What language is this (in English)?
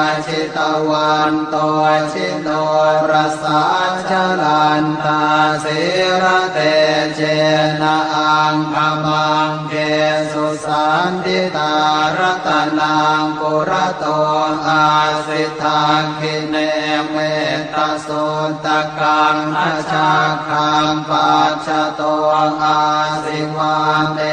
Pali